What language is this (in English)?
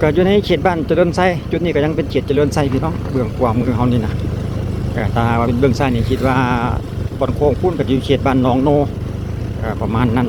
Lao